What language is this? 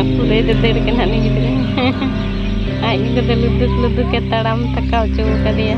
Santali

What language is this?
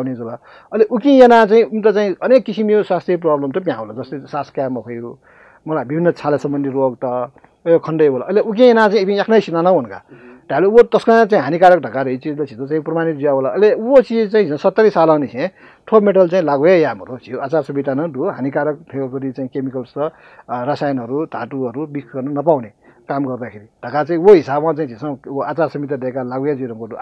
Newari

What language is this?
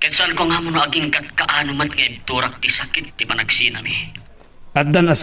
Iloko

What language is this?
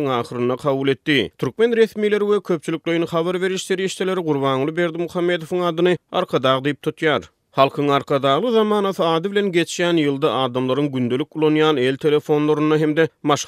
Turkmen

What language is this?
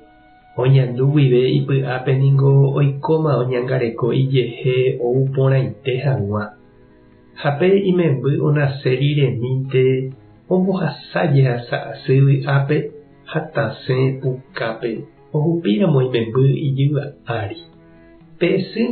Guarani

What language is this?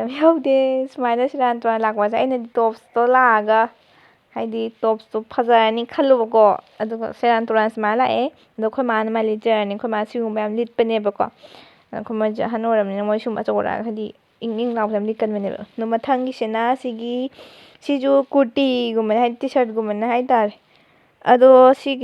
Manipuri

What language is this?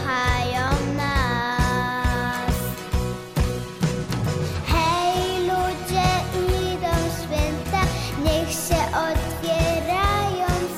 Polish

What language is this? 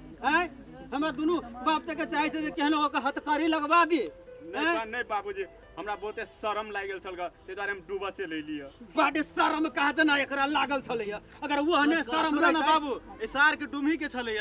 Maithili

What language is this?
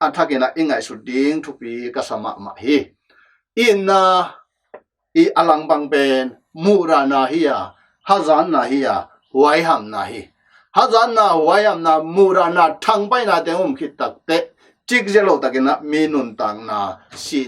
Tedim Chin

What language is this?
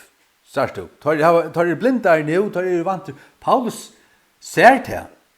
Faroese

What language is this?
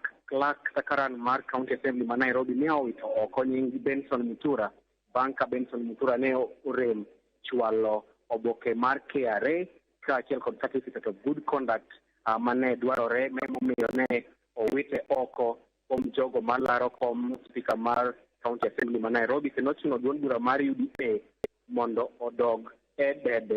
Luo (Kenya and Tanzania)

